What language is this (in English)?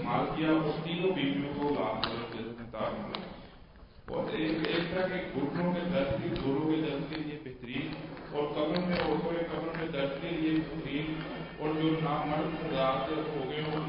Urdu